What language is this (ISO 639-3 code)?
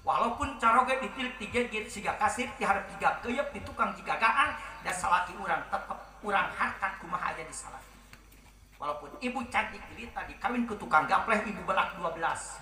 sun